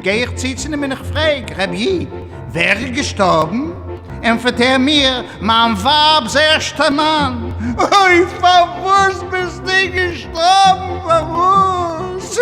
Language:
Yiddish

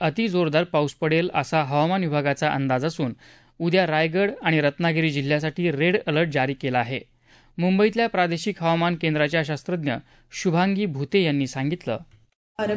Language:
Marathi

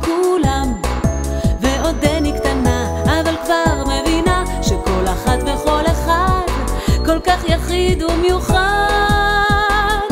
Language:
Hebrew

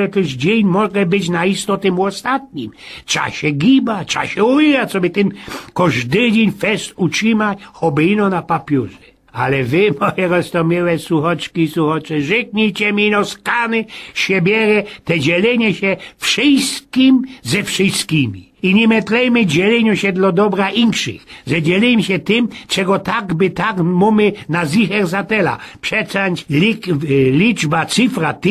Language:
Silesian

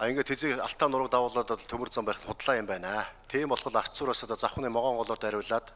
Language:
Mongolian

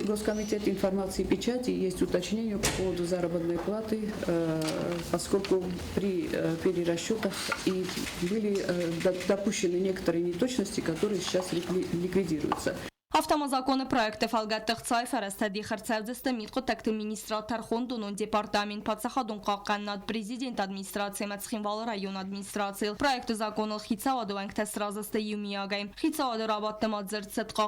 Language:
Ossetic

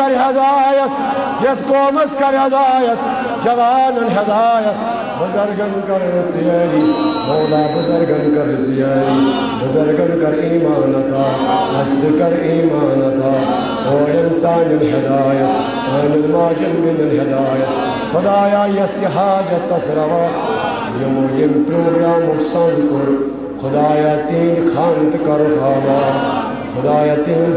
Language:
Kashmiri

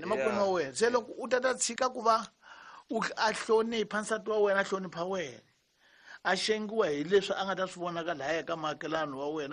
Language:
Tsonga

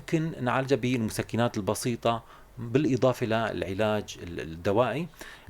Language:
North Levantine Arabic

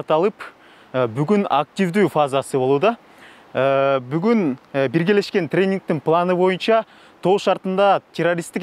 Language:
Kyrgyz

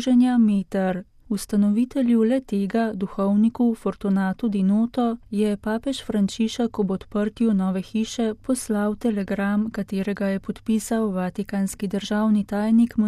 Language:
Slovenian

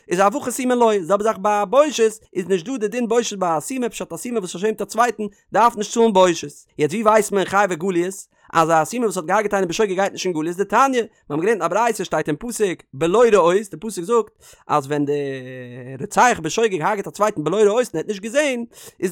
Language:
Yiddish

